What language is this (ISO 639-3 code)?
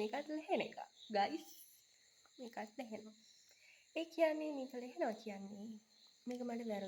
sin